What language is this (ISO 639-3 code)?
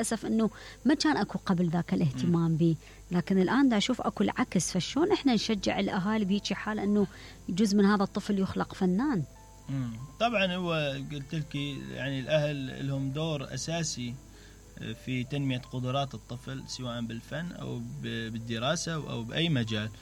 acm